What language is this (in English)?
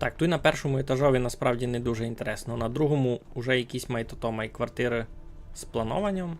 Rusyn